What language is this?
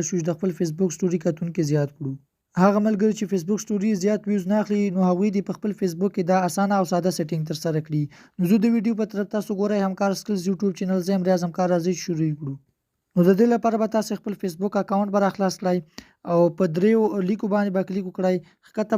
Pashto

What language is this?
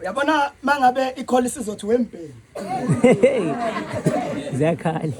Zulu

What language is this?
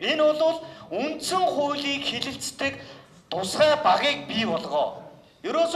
Mongolian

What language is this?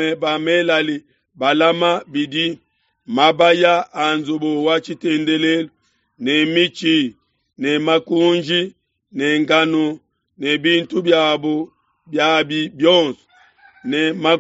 Luba-Lulua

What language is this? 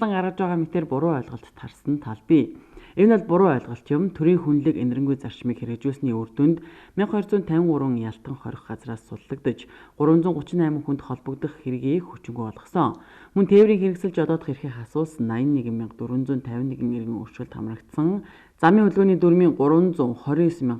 Mongolian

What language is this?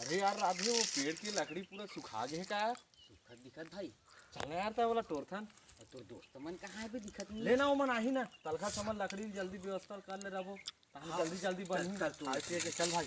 Chhattisgarhi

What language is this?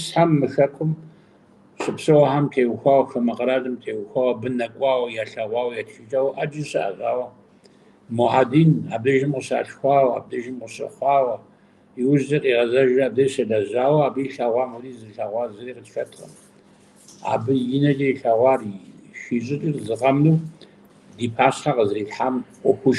Kabardian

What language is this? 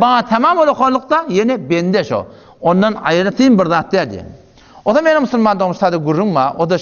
Turkmen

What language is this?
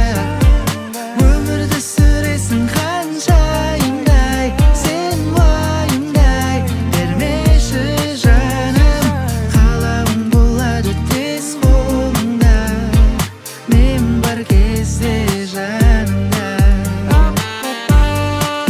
Kazakh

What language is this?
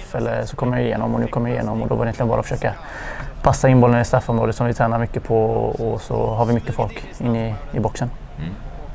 Swedish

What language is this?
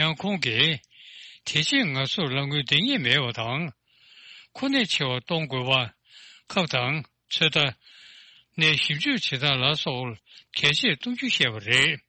Tibetan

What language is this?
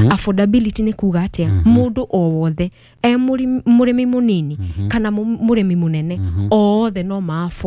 Kikuyu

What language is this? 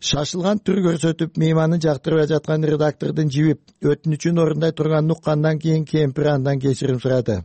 Kyrgyz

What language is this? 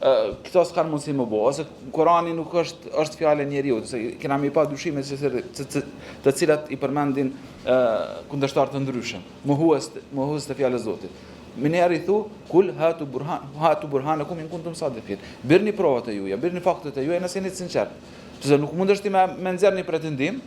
Albanian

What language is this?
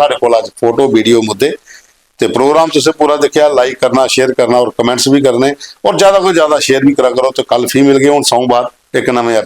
Dogri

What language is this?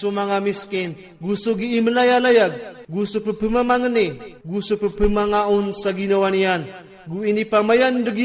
Iranun (Philippines)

